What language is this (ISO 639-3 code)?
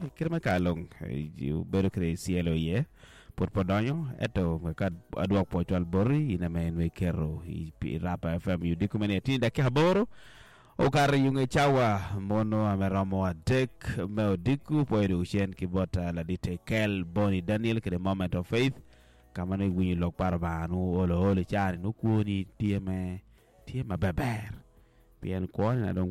ach